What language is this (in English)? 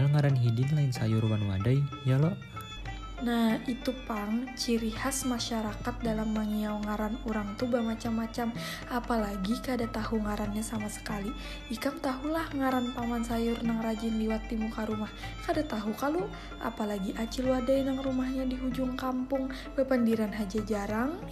Banjar